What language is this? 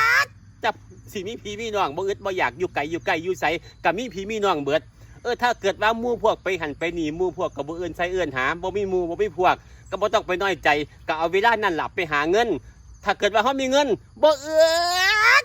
Northeastern Thai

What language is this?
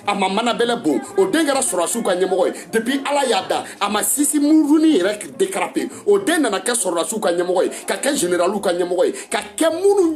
Bambara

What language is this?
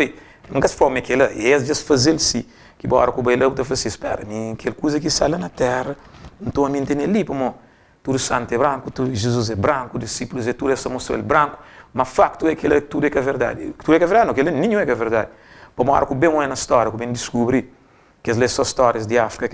Kabuverdianu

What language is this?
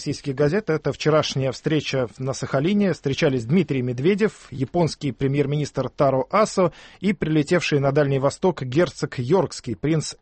Russian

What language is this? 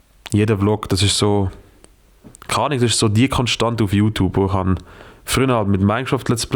Swiss German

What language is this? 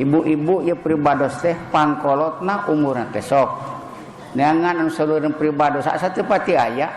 Sundanese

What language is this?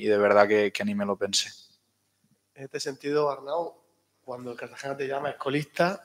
Spanish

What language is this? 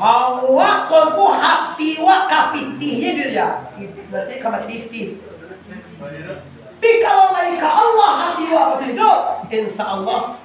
Minangkabau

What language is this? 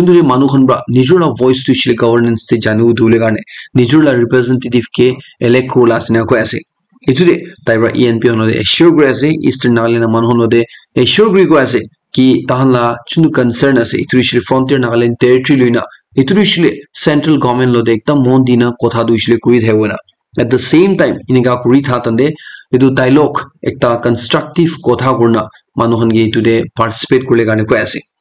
Naga Pidgin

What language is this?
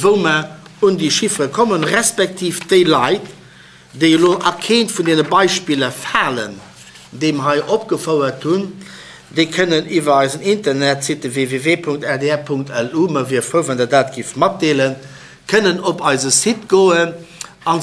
Luxembourgish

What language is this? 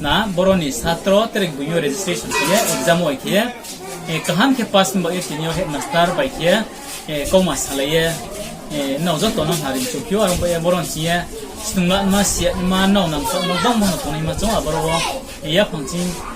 Riang (India)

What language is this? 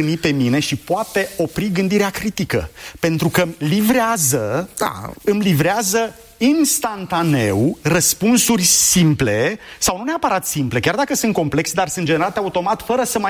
Romanian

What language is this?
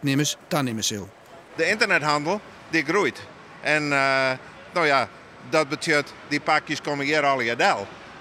Western Frisian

